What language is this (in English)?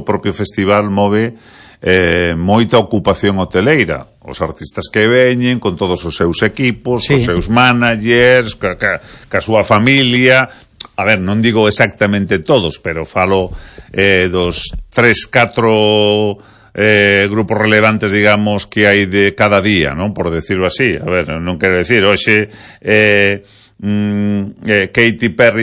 Galician